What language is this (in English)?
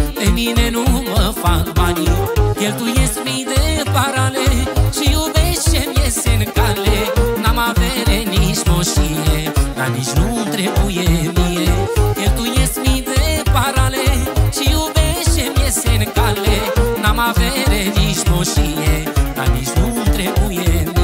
Romanian